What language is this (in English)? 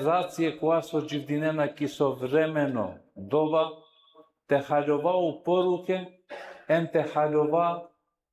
Balkan Romani